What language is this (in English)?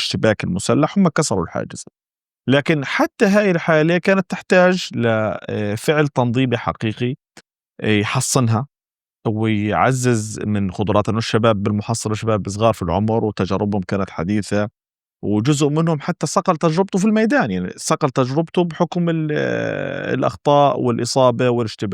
North Levantine Arabic